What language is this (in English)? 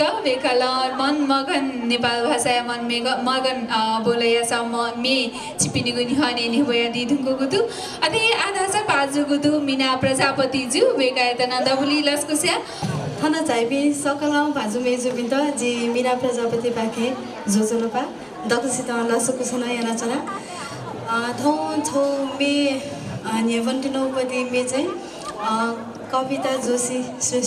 Newari